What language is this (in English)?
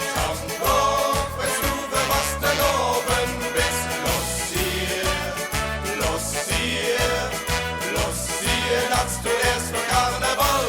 Limburgish